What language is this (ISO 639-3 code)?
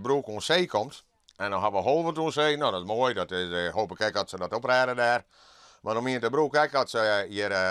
fry